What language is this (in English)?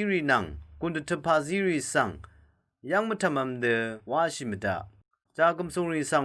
Rawang